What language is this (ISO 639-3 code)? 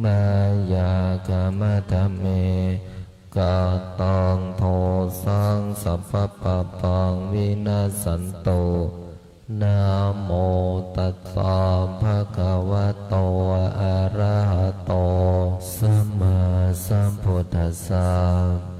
pli